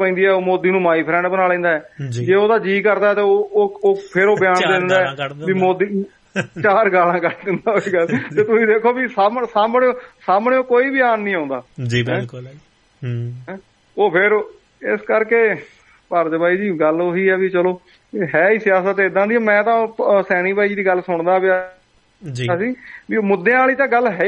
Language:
Punjabi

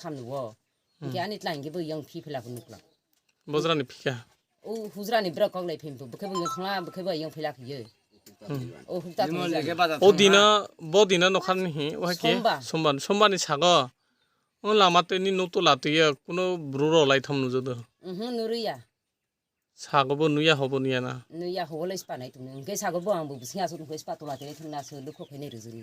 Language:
Kok Borok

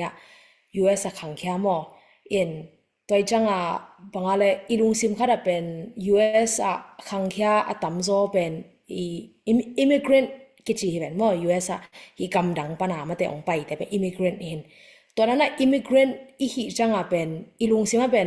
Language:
Tedim Chin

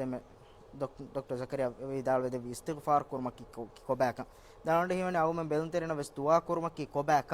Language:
Divehi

